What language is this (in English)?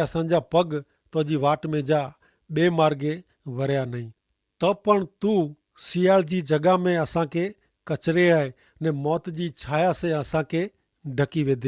Kachhi